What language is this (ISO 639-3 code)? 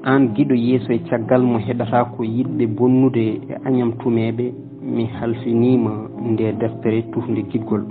ful